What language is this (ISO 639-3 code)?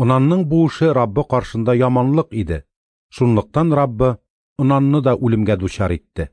tat